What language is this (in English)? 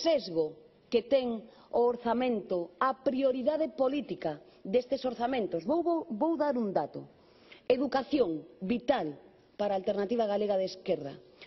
Galician